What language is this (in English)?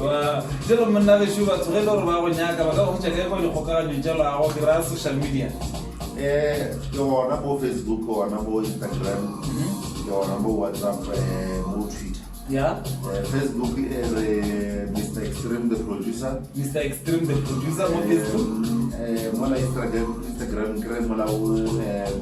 Northern Sotho